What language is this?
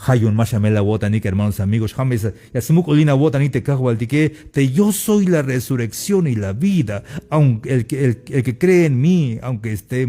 Tzeltal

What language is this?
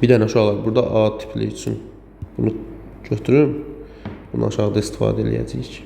Azerbaijani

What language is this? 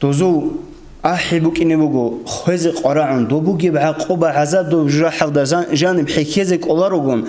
Avaric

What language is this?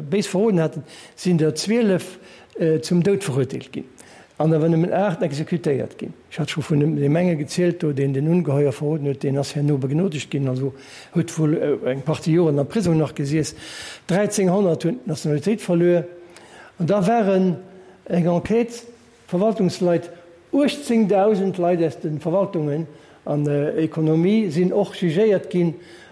Luxembourgish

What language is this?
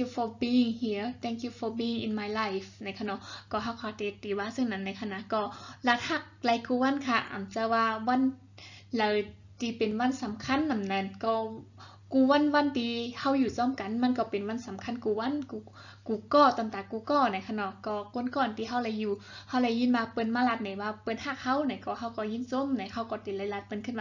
Shan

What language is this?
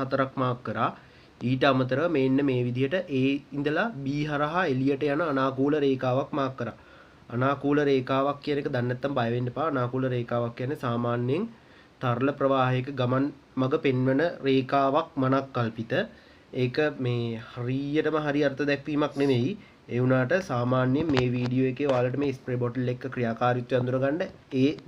Sinhala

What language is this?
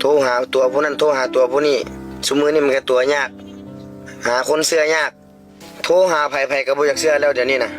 Northeastern Thai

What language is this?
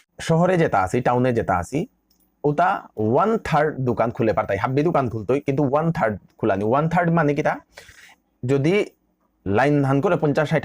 Bishnupriya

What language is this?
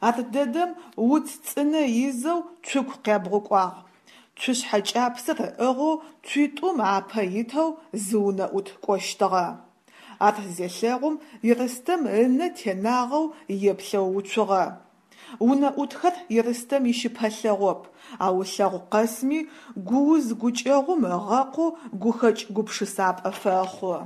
Adyghe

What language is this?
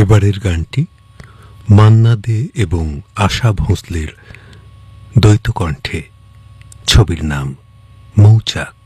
Bangla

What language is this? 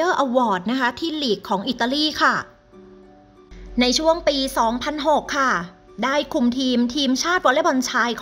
Thai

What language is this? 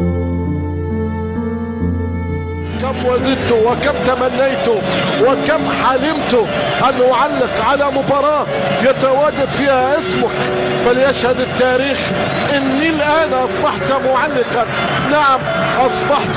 Egyptian Arabic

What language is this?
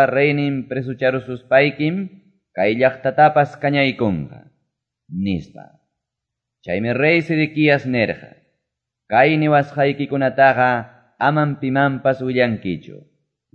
Quechua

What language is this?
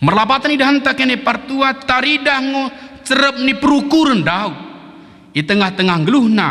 Batak Dairi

